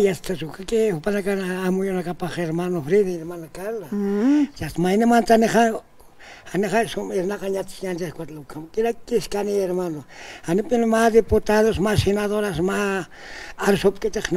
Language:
Aymara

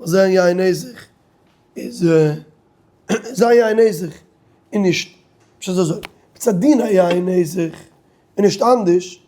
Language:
Yiddish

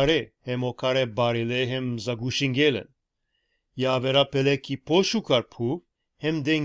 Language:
Balkan Romani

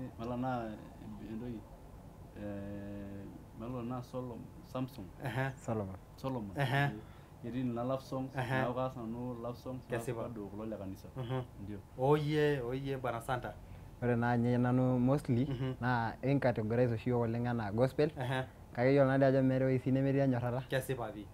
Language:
Masai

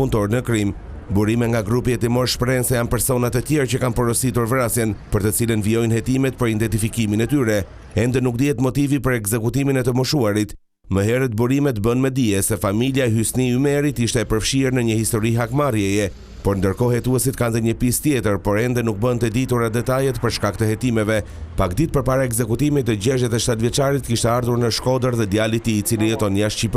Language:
Albanian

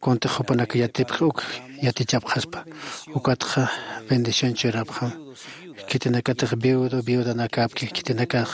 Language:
Aymara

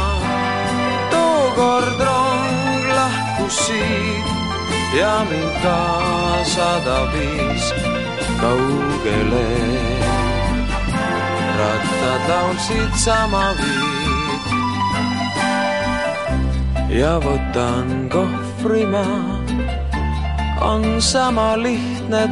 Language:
Estonian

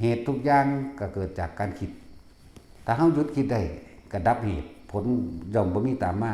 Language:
Lao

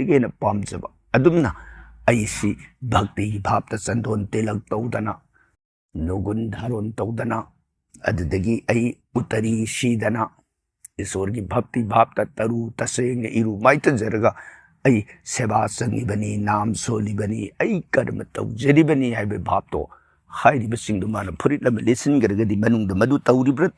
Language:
Manipuri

